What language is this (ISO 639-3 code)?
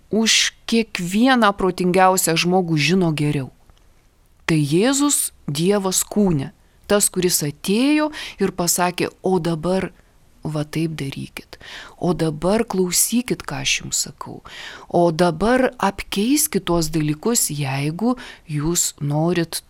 lit